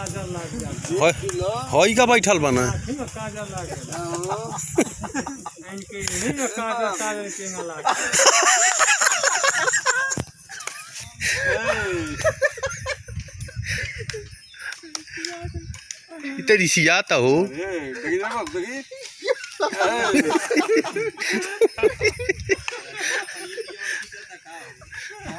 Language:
Bhojpuri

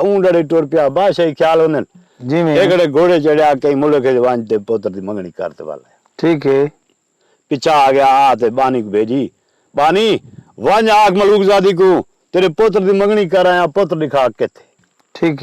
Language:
Saraiki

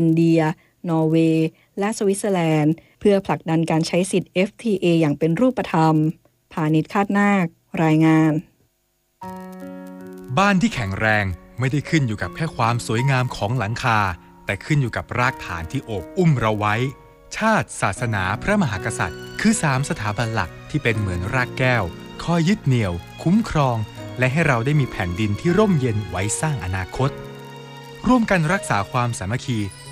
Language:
Thai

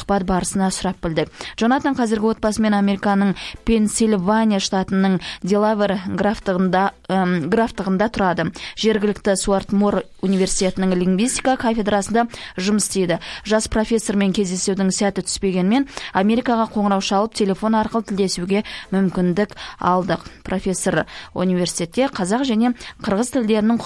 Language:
Kazakh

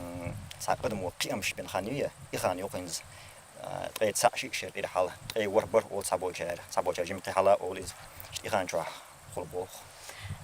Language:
Chechen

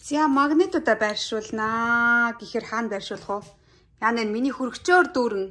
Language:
Mongolian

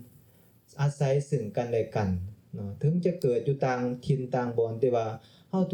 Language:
Lao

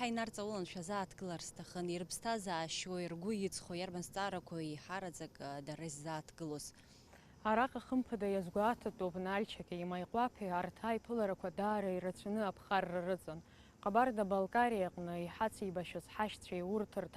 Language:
Abkhazian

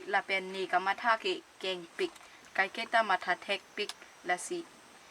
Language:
Karbi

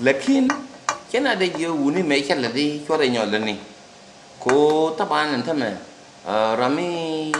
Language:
Nuer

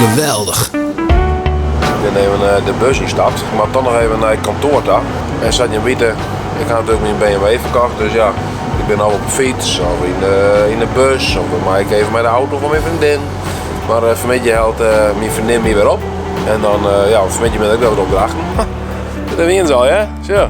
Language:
Western Frisian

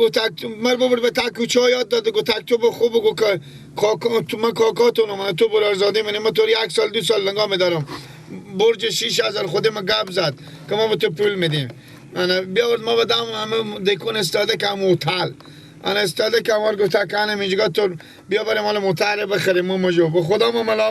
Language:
Persian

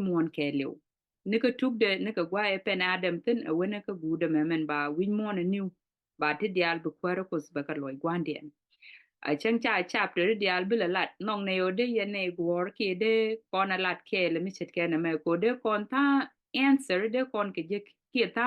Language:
Nuer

